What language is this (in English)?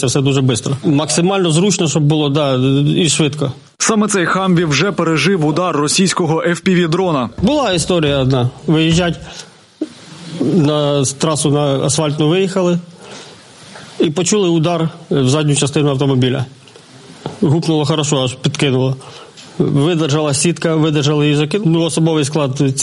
Ukrainian